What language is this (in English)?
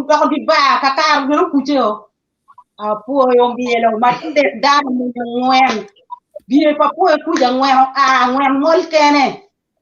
Acoli